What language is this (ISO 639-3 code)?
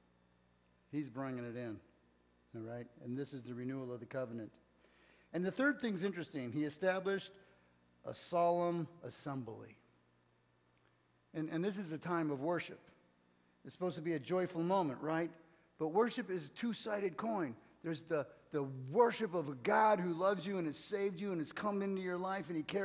eng